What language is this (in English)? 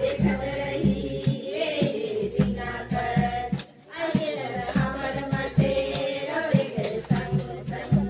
Sadri